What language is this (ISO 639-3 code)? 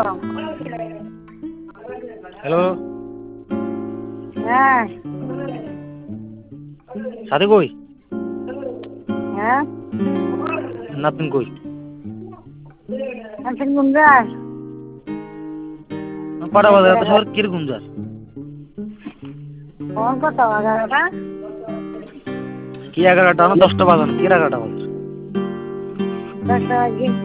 ben